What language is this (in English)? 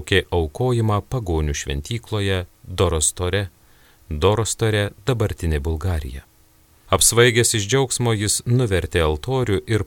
Lithuanian